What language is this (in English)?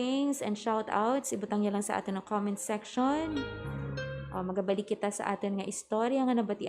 Hiligaynon